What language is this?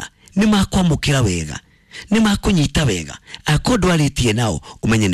Kikuyu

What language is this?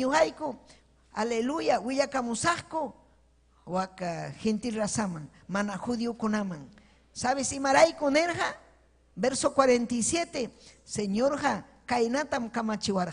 Ayacucho Quechua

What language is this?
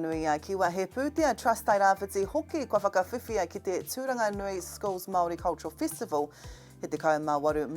Māori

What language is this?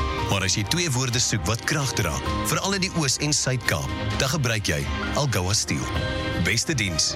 Afrikaans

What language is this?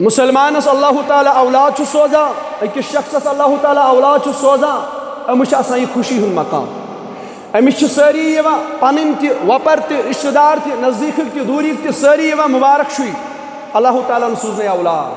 Kashmiri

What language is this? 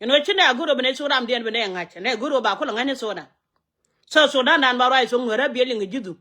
Nuer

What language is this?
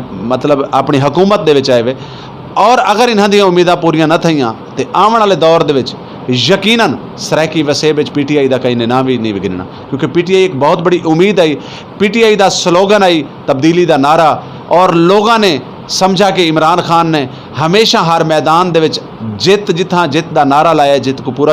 Saraiki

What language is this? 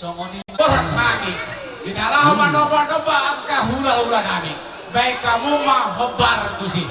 Batak Toba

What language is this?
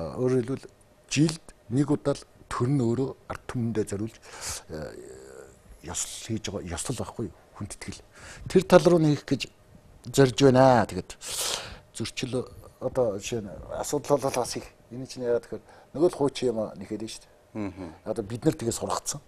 Mongolian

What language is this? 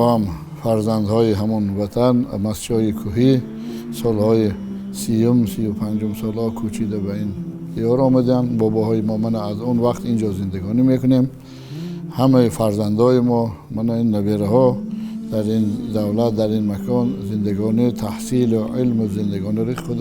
Tajik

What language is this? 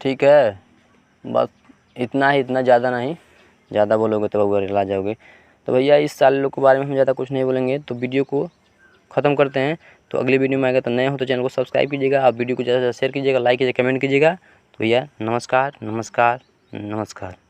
Bhojpuri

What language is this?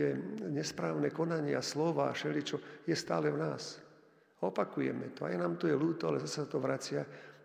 Slovak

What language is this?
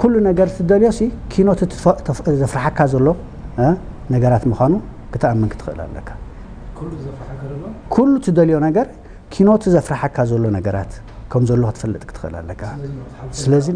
Tigrinya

